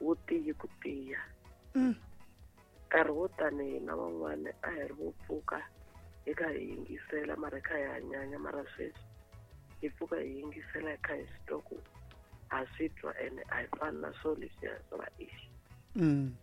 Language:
Tsonga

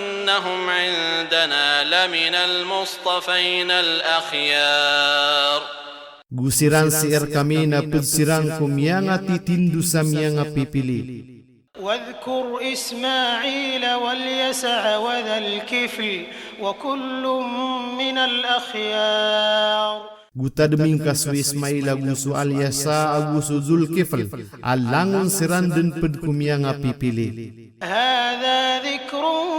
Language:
Maranao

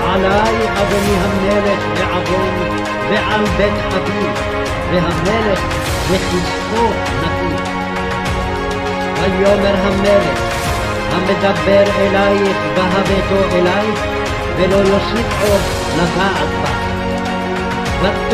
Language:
Hebrew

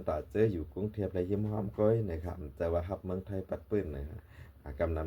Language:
Shan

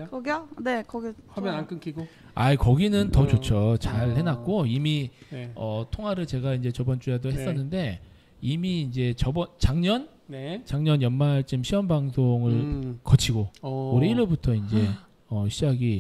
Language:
Korean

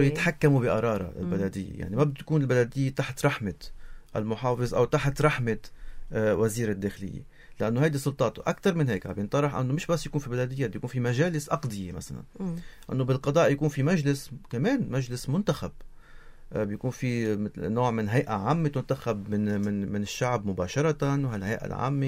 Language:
North Levantine Arabic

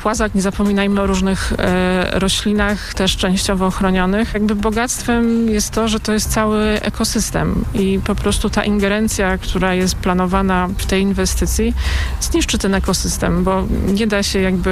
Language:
Polish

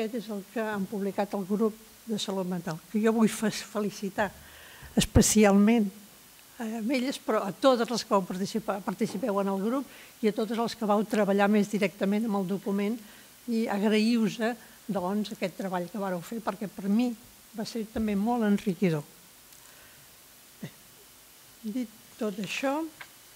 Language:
Catalan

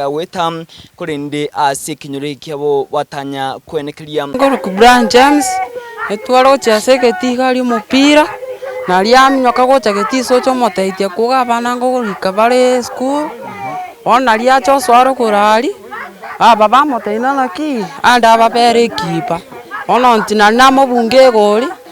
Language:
Gusii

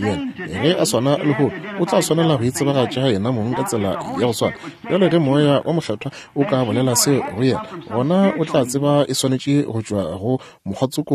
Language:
Northern Sotho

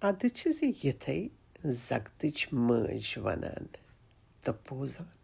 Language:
Kashmiri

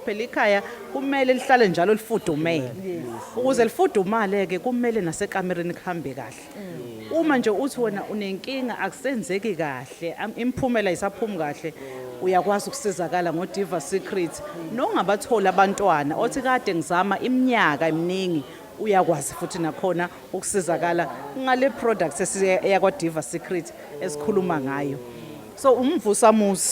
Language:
Zulu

